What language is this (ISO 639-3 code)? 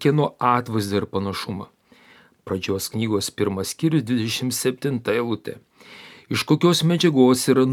lit